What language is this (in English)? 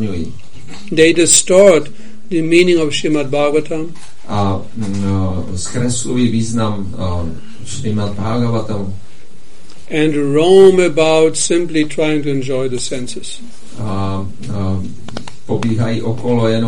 Czech